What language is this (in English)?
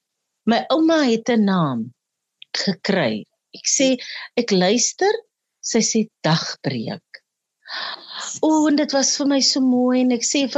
Afrikaans